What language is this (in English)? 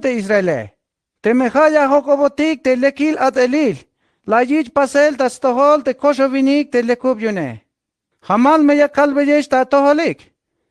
Tzeltal